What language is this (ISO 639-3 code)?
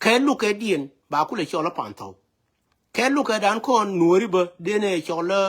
nus